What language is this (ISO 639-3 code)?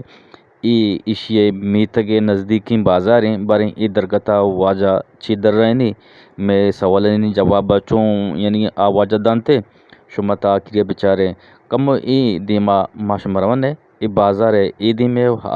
bgp